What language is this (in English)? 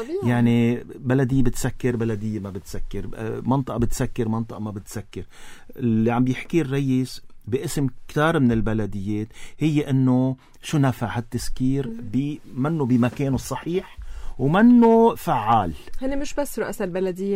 North Levantine Arabic